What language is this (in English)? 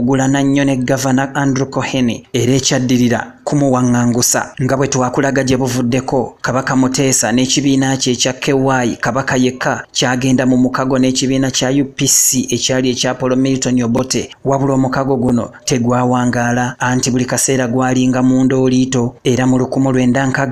Ganda